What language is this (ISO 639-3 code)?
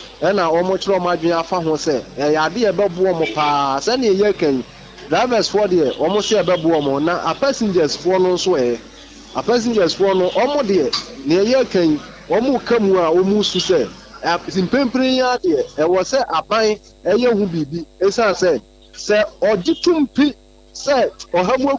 aka